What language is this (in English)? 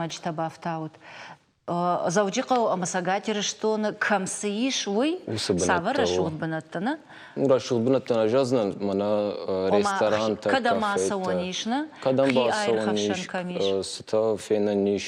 Ossetic